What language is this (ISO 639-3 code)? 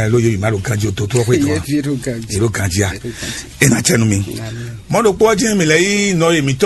fon